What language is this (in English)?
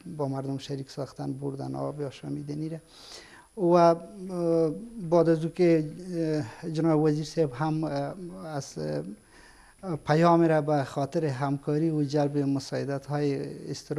Persian